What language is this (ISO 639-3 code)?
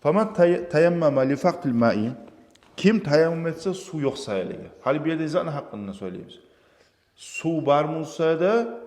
kum